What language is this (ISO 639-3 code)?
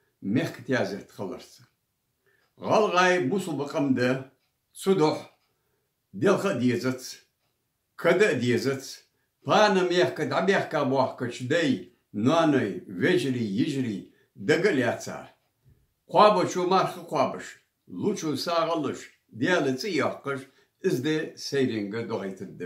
inh